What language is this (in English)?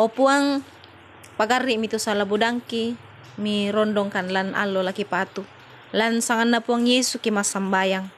Toraja-Sa'dan